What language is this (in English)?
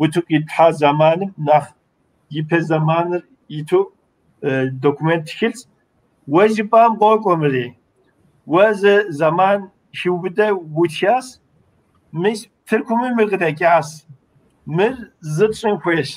Kabardian